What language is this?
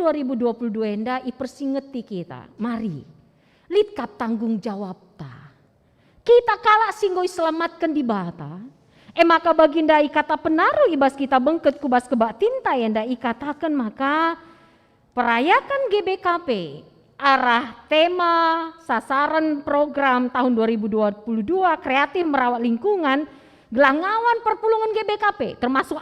Batak Karo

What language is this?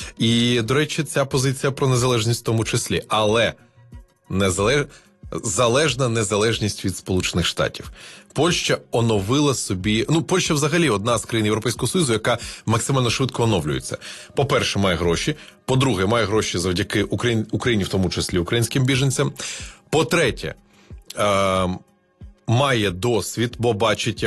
Ukrainian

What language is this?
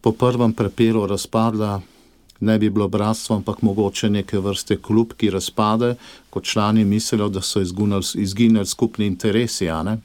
Slovenian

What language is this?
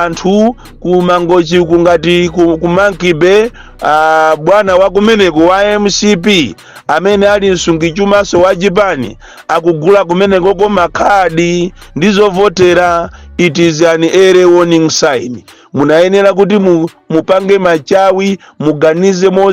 Nyanja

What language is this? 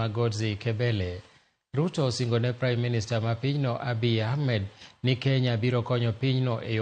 Luo (Kenya and Tanzania)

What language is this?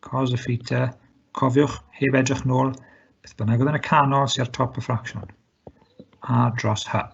Welsh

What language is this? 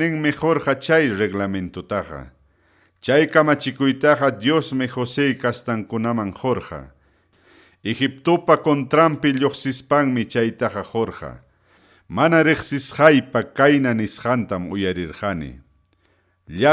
Ayacucho Quechua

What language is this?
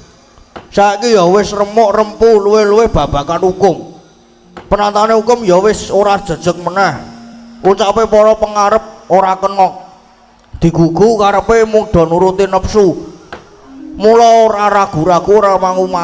Javanese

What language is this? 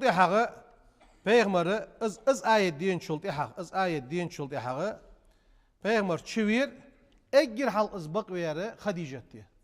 Ingush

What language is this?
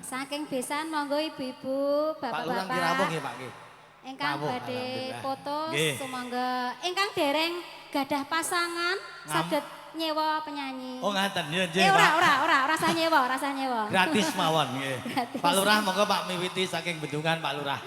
Javanese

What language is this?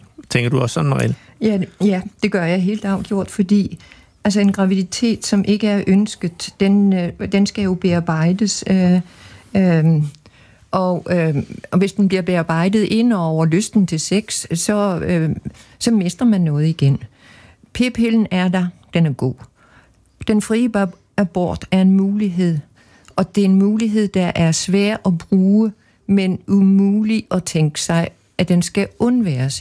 Danish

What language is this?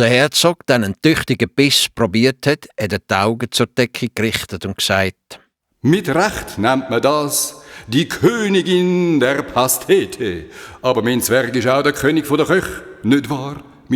Swiss German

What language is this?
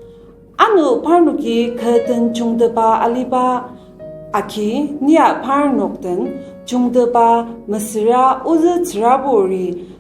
Ao Naga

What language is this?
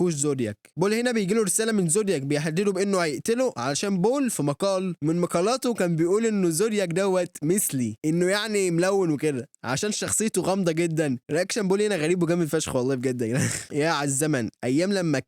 Egyptian Arabic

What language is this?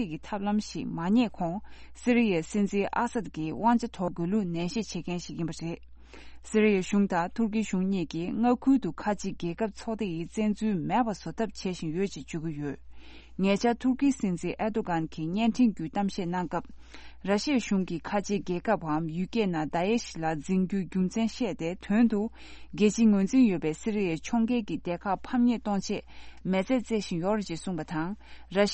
Tibetan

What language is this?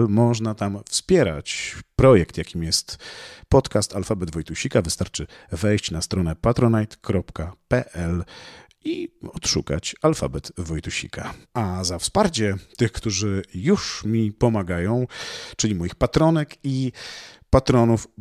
Polish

